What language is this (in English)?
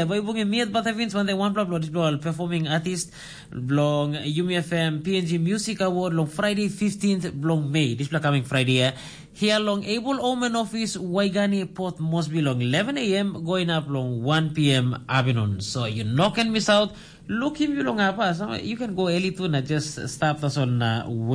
Tok Pisin